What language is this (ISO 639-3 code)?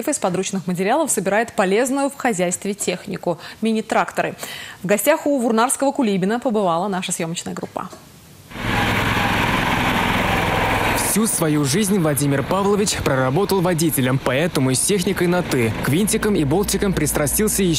rus